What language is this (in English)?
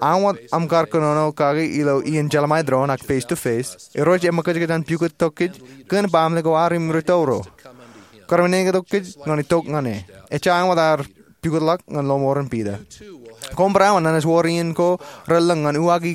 Marshallese